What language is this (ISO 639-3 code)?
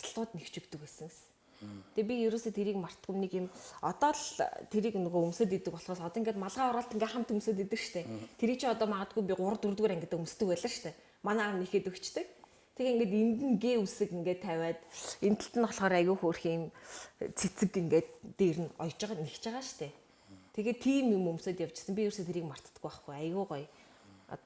mon